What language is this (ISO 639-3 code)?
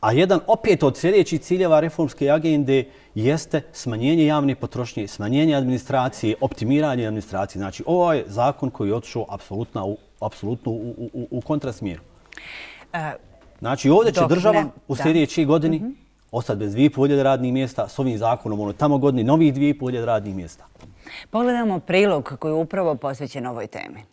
bos